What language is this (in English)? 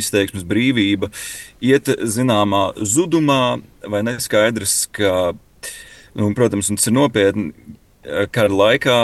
Latvian